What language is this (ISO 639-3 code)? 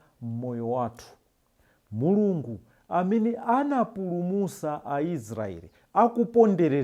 nya